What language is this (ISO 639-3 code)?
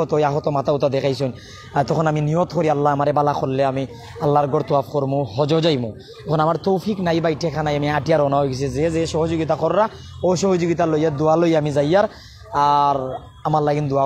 syl